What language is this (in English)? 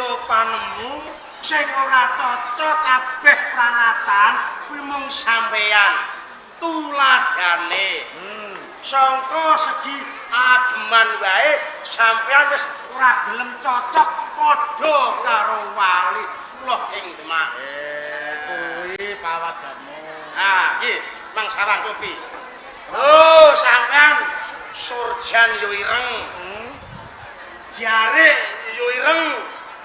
Javanese